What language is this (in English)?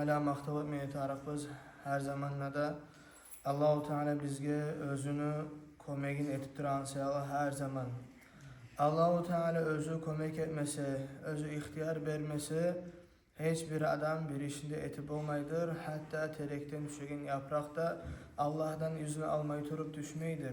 Kumyk